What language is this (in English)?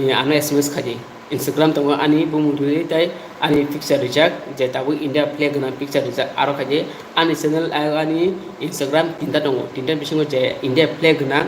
Kok Borok